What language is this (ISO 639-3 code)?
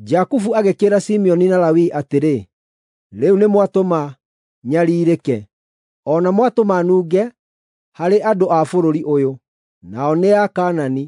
kik